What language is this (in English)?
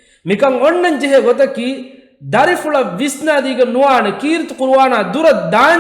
Divehi